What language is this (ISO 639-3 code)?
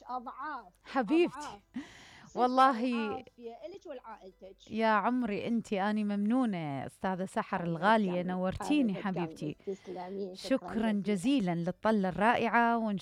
acm